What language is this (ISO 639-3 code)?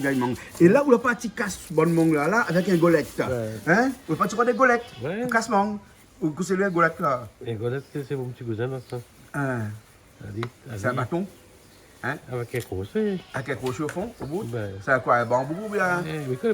rcf